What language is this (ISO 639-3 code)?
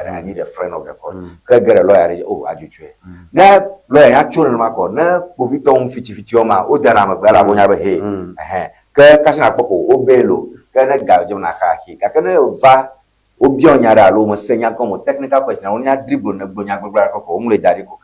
ewe